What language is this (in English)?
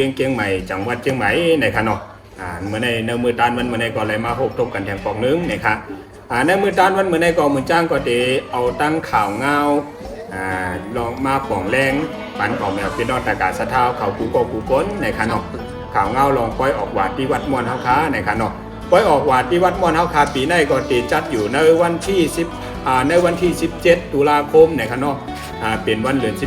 Shan